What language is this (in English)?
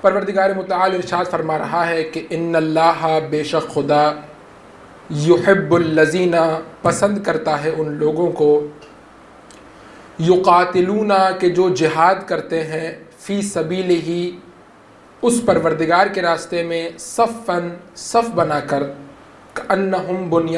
Hindi